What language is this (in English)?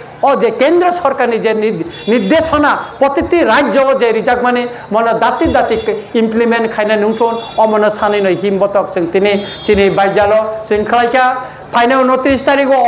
Kok Borok